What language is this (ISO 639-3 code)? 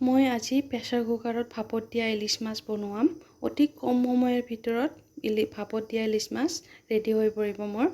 asm